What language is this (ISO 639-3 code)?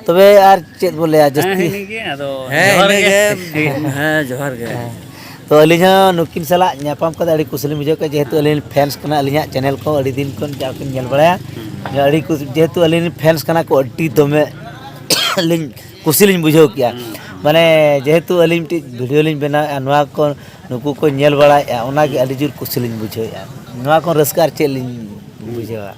sat